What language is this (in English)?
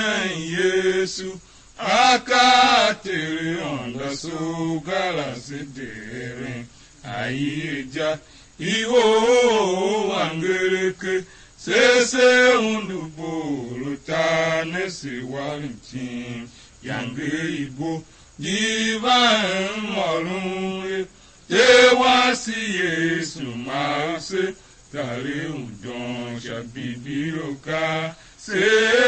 Tiv